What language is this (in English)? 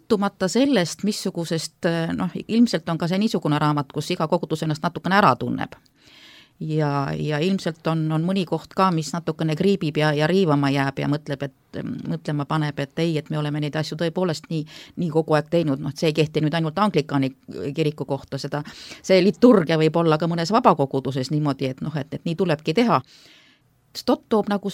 Estonian